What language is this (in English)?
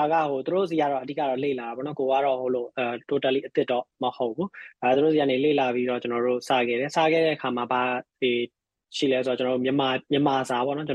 Burmese